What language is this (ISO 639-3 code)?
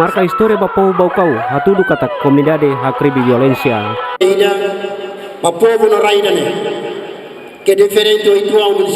tet